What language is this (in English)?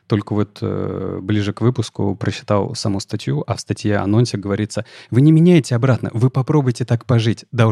Russian